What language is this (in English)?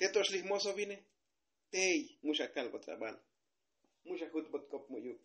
Tzotzil